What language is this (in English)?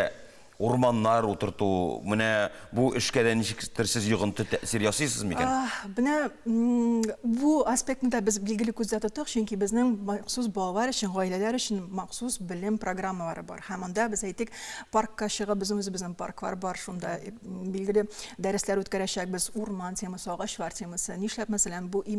Tatar